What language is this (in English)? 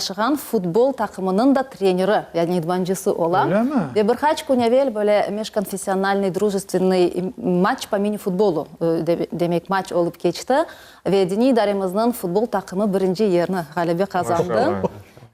Crimean Tatar